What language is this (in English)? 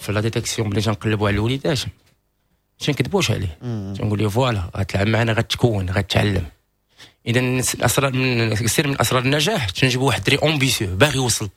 Moroccan Arabic